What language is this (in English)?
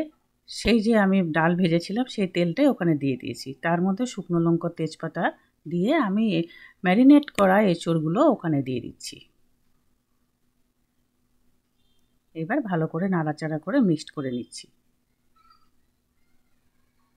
Bangla